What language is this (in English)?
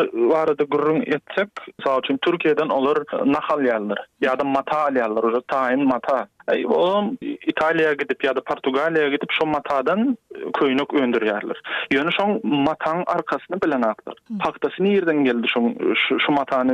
Turkmen